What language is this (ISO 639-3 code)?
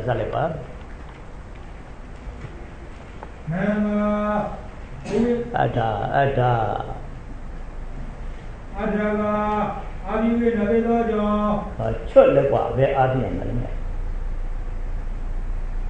mya